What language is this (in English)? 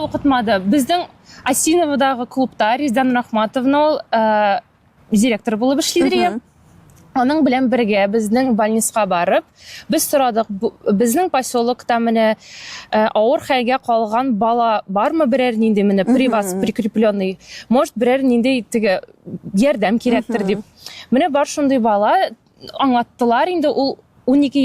Tatar